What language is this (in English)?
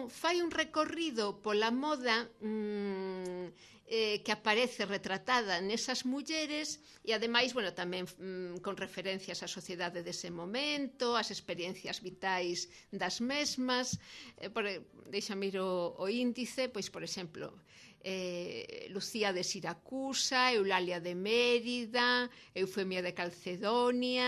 Galician